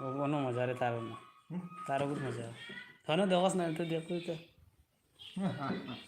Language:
Sylheti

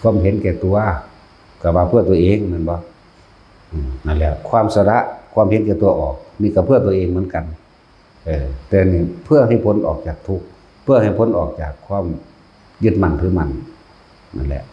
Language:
Northeastern Thai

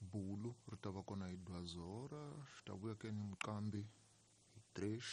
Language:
Tsonga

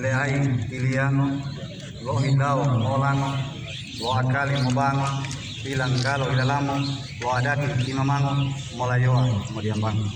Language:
Gorontalo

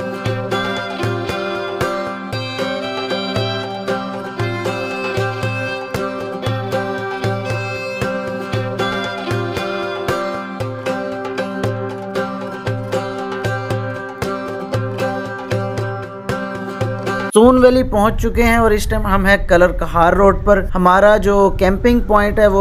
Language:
Hindi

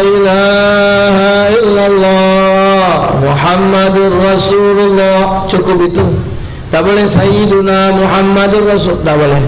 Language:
Musi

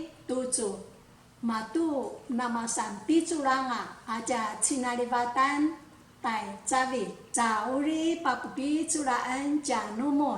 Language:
Paiwan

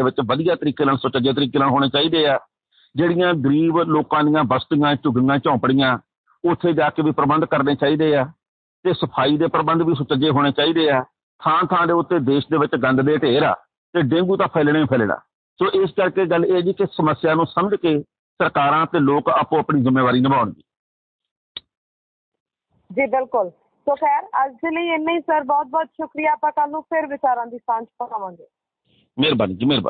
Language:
Punjabi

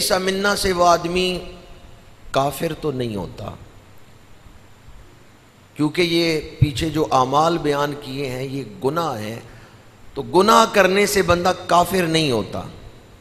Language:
Urdu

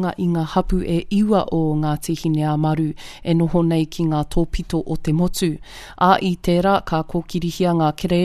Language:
Māori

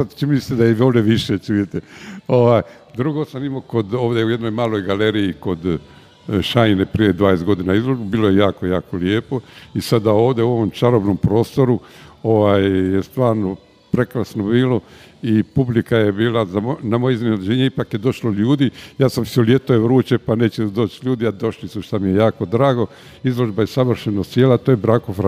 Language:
Croatian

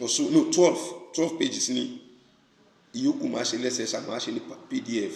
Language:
Yoruba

